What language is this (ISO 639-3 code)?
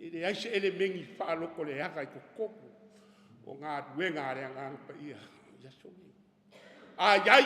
smo